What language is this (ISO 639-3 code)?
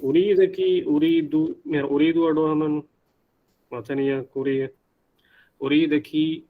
div